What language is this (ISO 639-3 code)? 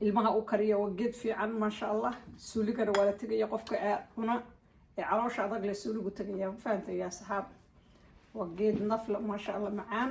som